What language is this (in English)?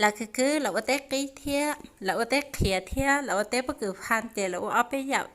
Hmong